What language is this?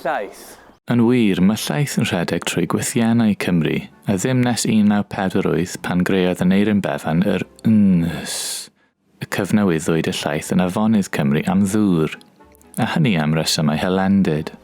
Welsh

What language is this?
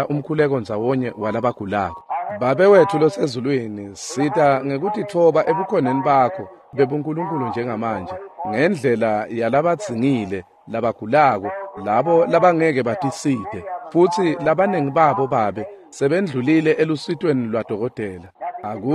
Swati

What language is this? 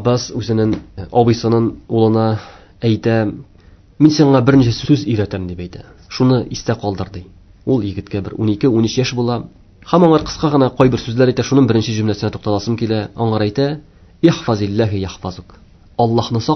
Tatar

